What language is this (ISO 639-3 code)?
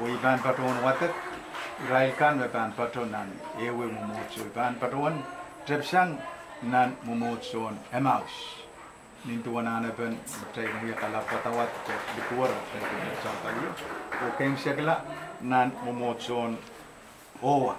pon